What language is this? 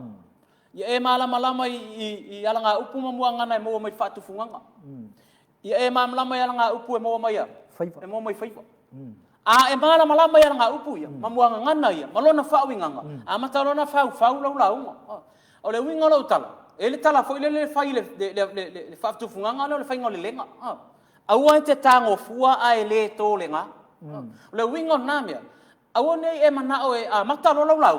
Samoan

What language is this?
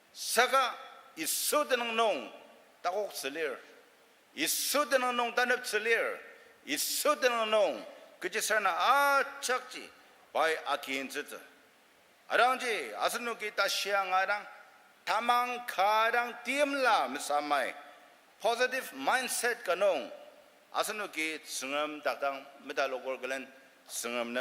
Ao Naga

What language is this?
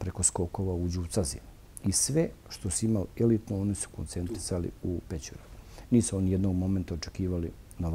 Bosnian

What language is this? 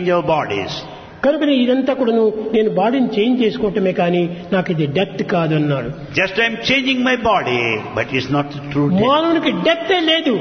Telugu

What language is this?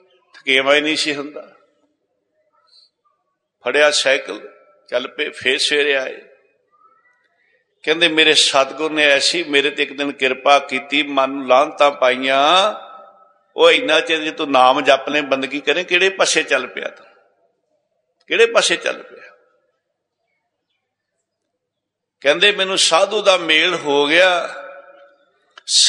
Punjabi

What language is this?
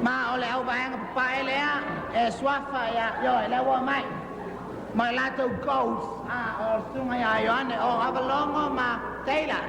Samoan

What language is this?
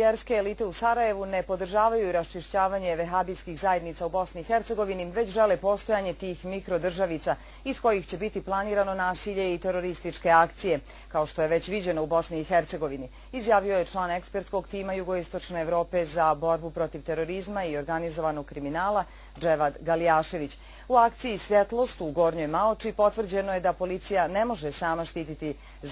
Bosnian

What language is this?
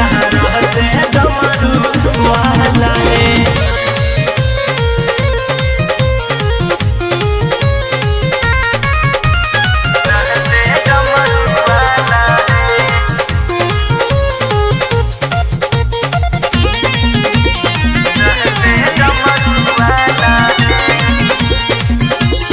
Bhojpuri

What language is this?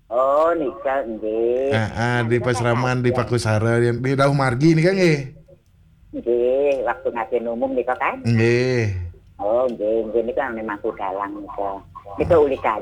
Balinese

